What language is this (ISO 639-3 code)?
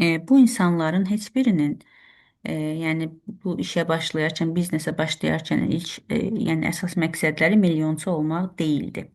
aze